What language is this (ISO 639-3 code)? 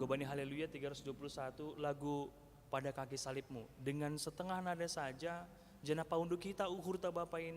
bts